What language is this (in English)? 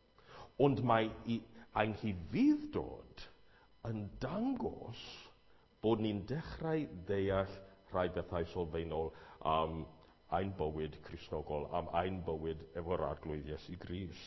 Welsh